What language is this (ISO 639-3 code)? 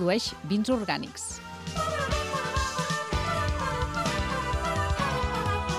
cat